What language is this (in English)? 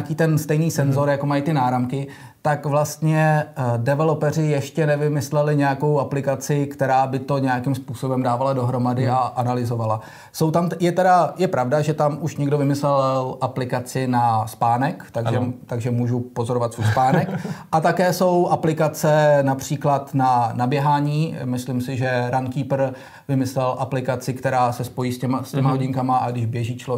Czech